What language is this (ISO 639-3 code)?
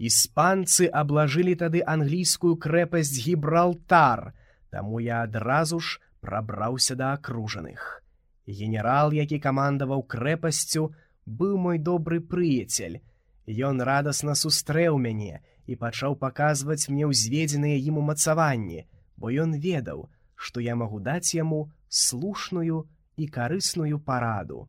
bel